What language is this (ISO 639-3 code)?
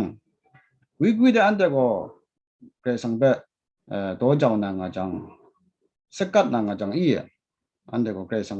kac